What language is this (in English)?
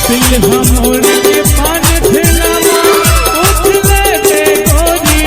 Chhattisgarhi